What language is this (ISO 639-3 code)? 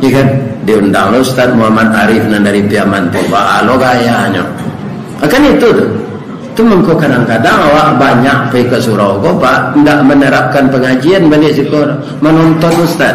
min